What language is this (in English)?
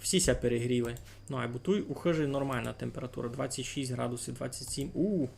Rusyn